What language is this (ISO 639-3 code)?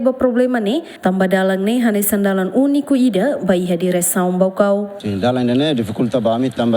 tet